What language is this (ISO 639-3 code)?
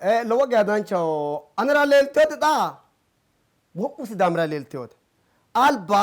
sid